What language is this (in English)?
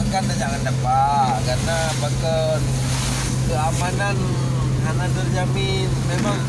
Achinese